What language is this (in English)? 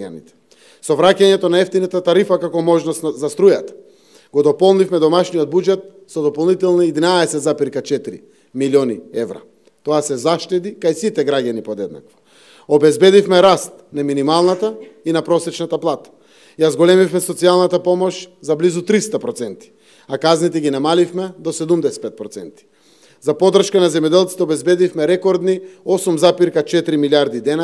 Macedonian